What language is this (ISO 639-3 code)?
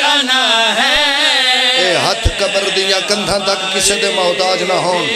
phr